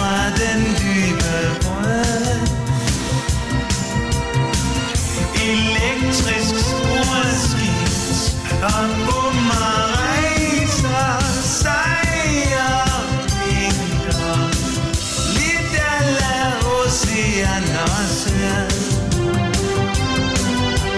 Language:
Danish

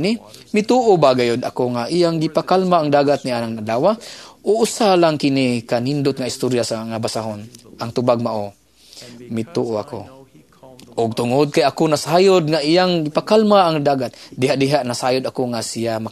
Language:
Cebuano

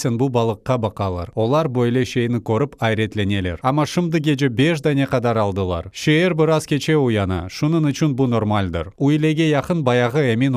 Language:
Crimean Tatar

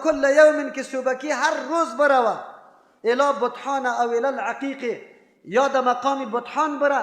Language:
Persian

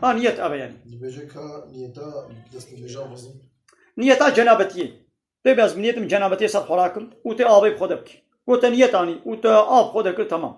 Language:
Kurdish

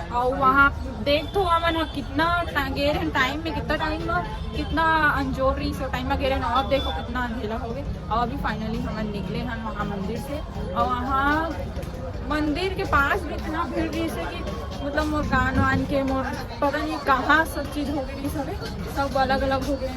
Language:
Chhattisgarhi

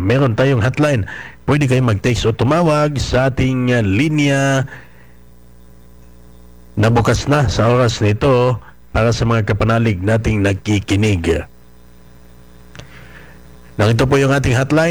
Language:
Filipino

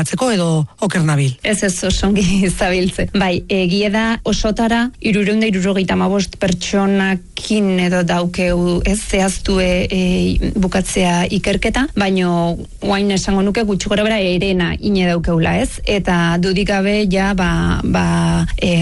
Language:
Basque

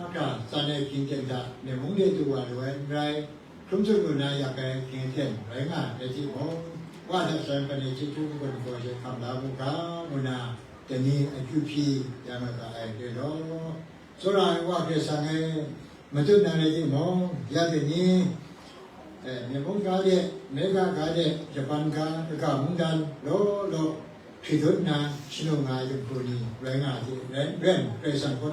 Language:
Kachin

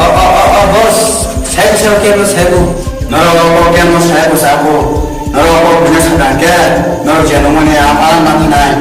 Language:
Kok Borok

